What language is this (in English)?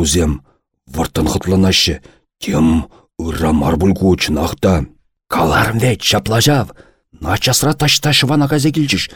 Chuvash